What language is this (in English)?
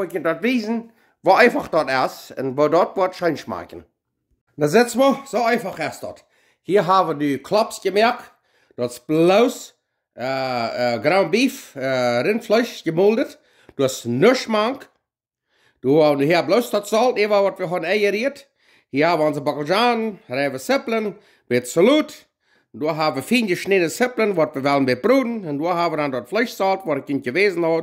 Plautdietsch